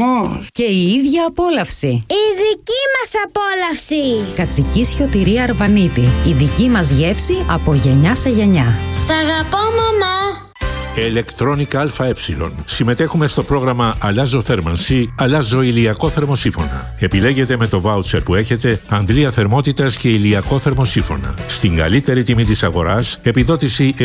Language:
Greek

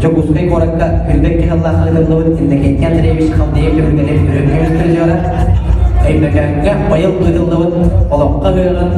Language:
Yakut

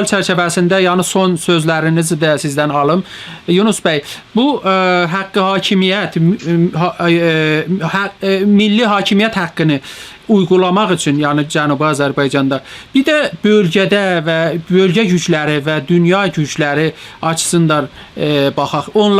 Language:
South Azerbaijani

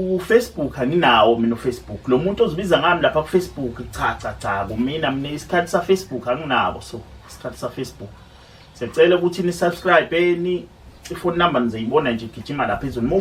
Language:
Zulu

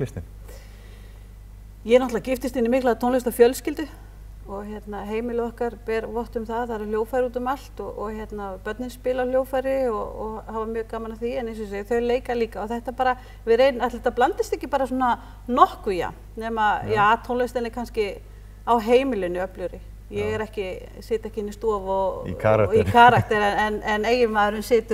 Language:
Icelandic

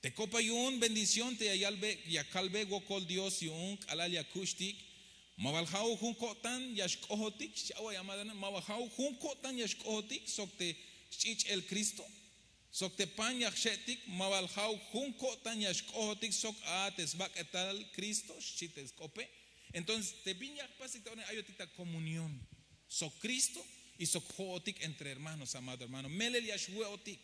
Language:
Tzeltal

